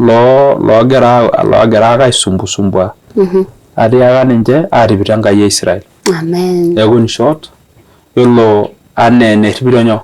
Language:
Masai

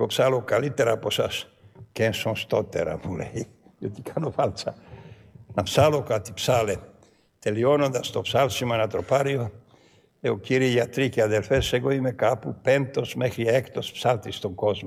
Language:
Greek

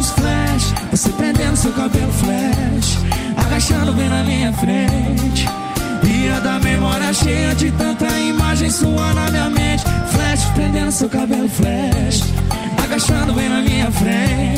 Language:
Portuguese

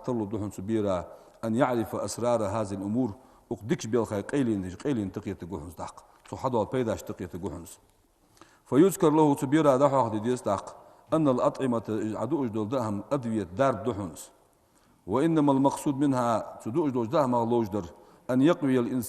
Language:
Ingush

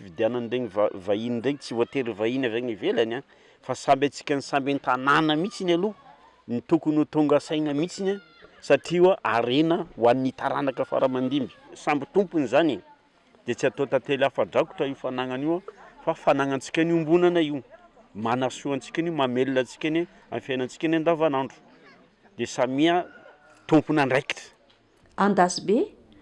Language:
Malagasy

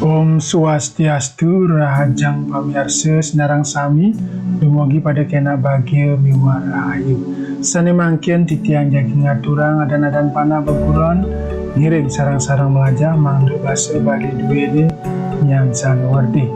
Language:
Balinese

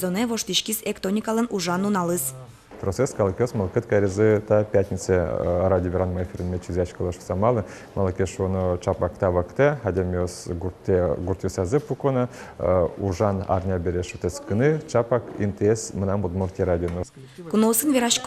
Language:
Udmurt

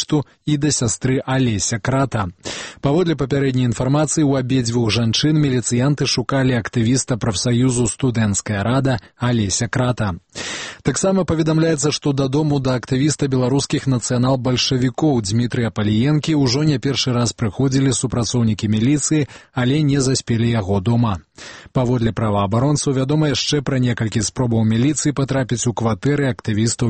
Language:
Belarusian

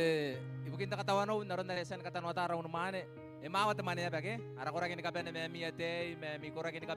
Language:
Gilbertese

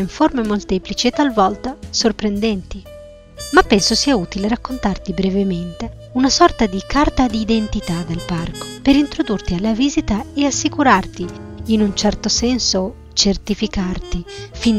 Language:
Italian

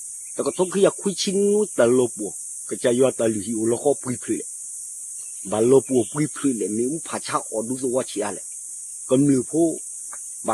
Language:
S'gaw Karen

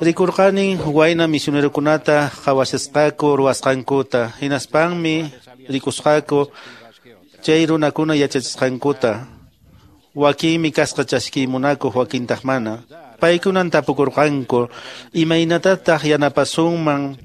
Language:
Quechua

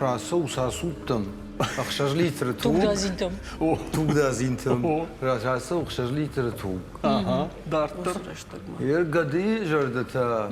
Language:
Ossetic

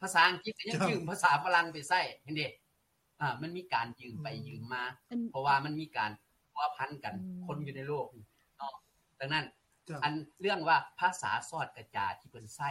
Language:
Lao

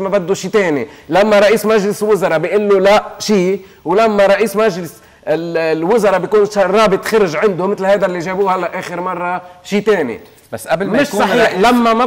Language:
North Levantine Arabic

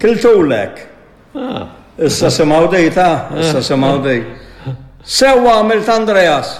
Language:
Maltese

